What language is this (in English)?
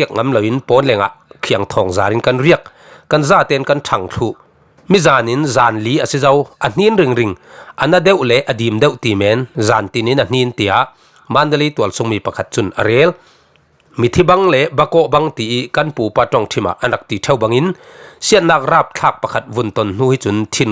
Falam Chin